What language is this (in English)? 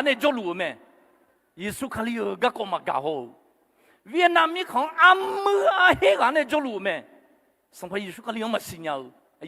Akha